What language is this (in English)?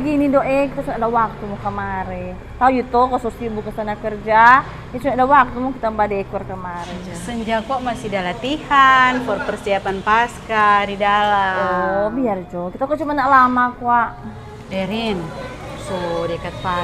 Manado Malay